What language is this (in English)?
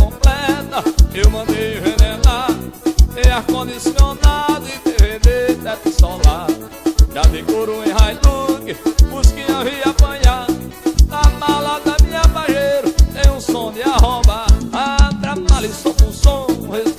Portuguese